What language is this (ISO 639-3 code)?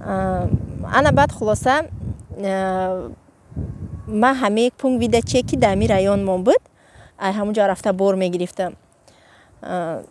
tgk